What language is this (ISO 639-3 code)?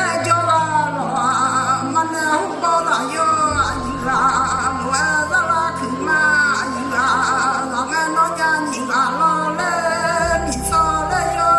ahk